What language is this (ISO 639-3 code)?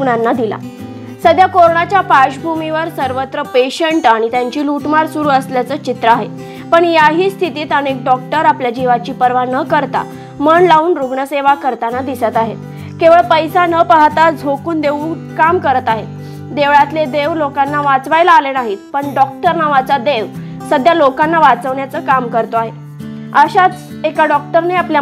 mar